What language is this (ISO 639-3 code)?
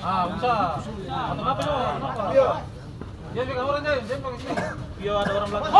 abs